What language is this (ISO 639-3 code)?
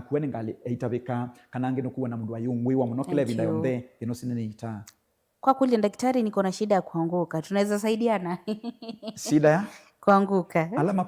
kam